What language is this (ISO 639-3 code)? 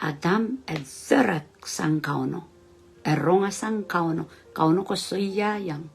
pon